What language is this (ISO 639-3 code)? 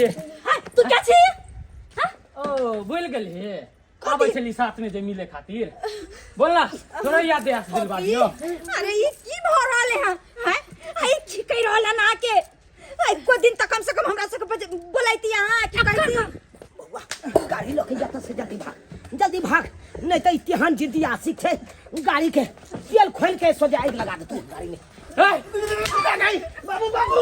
mai